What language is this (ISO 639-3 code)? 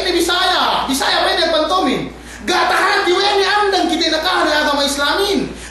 yka